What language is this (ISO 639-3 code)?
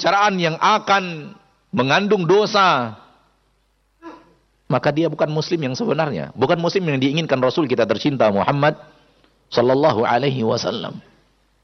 ind